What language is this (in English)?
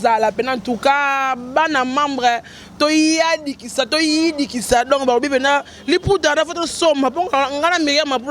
Lingala